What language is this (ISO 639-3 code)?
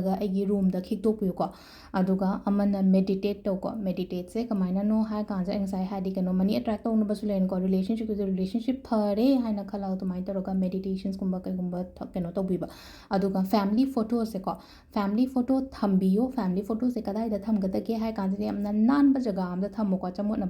mni